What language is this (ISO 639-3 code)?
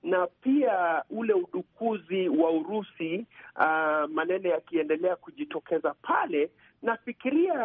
swa